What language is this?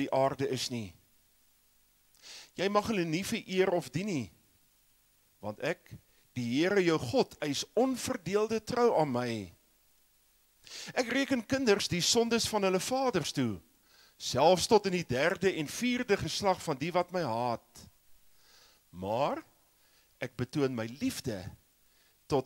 Afrikaans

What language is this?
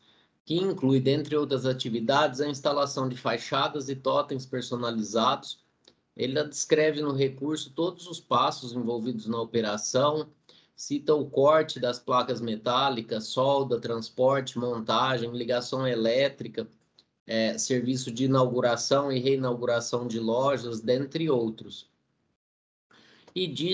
Portuguese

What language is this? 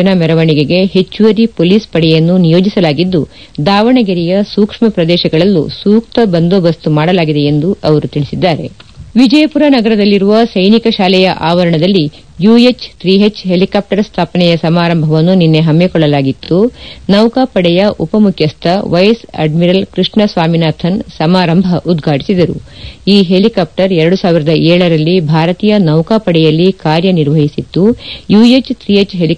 Kannada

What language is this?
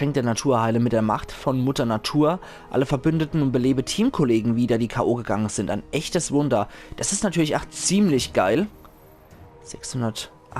Palatine German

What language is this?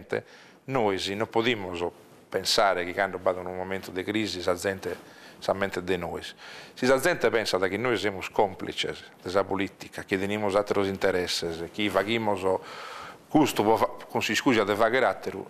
Sardinian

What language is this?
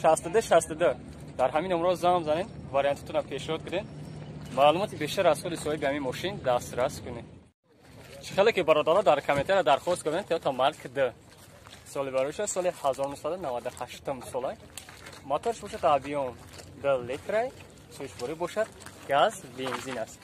Tajik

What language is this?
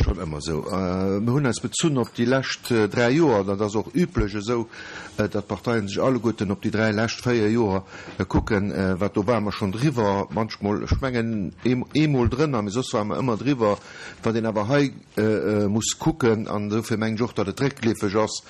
Luxembourgish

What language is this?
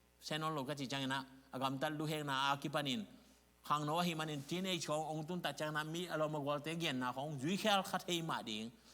Tedim Chin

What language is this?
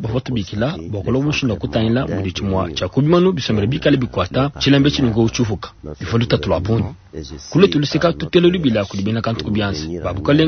Luba-Lulua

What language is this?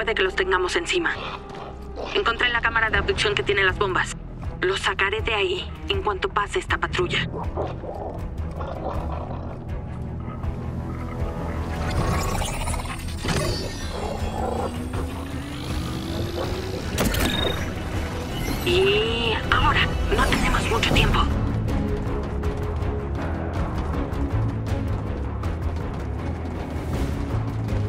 Spanish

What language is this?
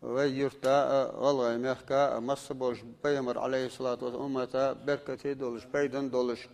Ingush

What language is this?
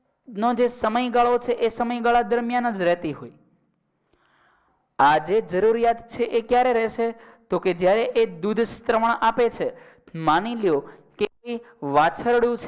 Gujarati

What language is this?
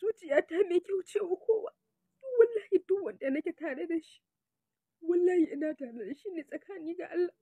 Hausa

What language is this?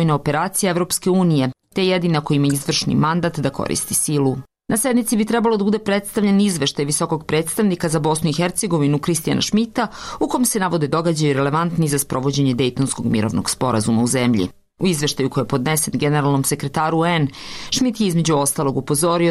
Serbian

